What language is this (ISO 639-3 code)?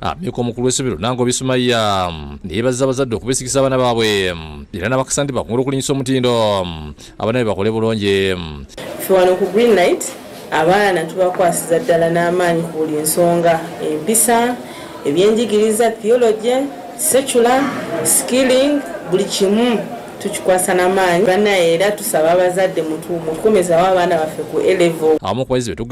lug